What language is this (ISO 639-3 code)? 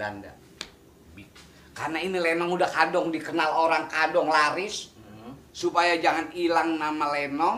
bew